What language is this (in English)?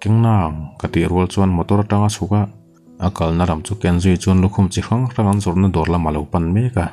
Mizo